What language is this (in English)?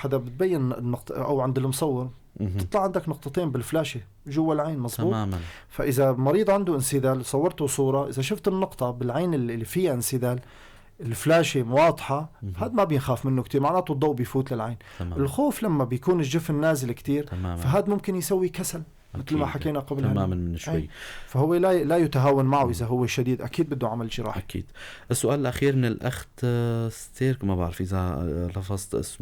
North Levantine Arabic